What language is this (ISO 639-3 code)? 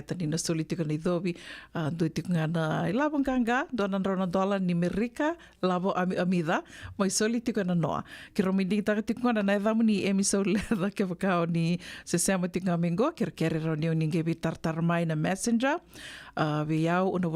fij